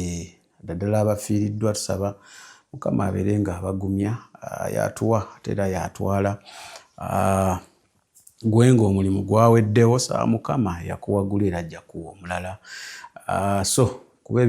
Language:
Ganda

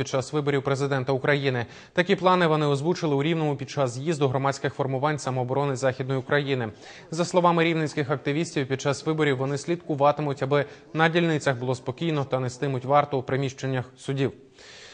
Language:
Ukrainian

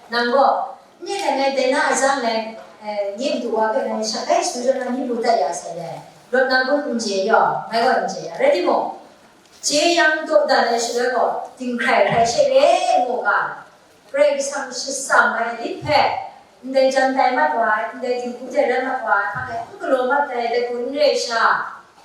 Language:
Kachin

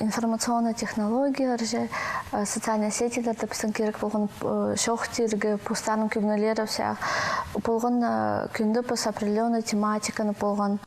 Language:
Khakas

